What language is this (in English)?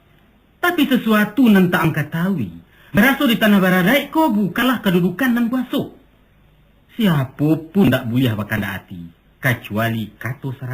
Minangkabau